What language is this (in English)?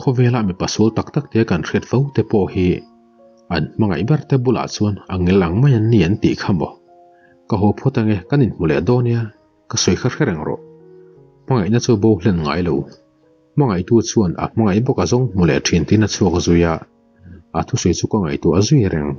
Mizo